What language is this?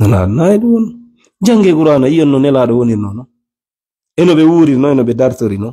Fula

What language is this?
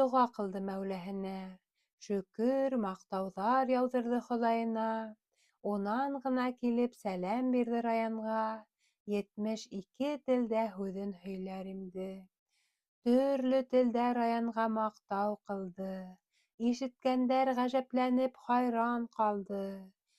Bashkir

